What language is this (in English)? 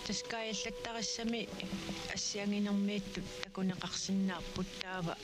Kalaallisut